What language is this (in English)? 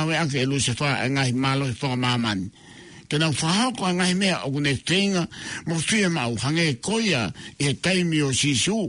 Tongan